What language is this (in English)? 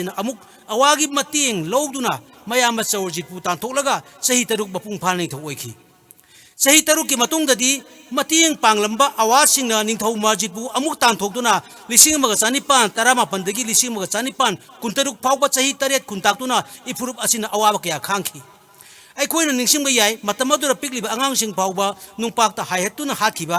Manipuri